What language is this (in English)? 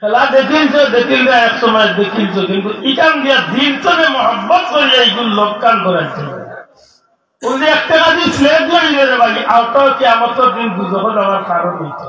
Sylheti